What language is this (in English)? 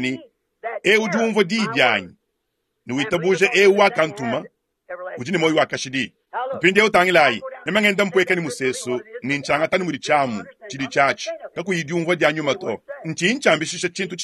Luba-Lulua